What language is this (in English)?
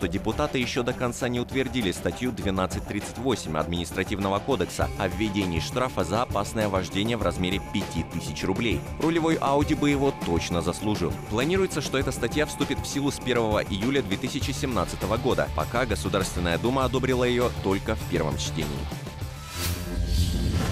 Russian